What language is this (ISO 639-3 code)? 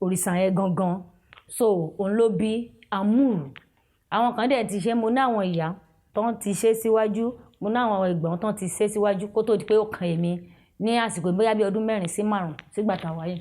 yor